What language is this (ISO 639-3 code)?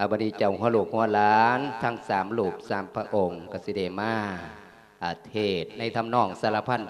lao